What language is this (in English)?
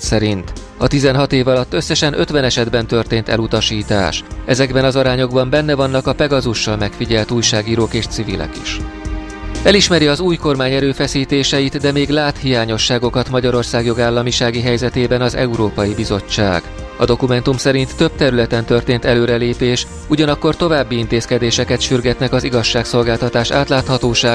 Hungarian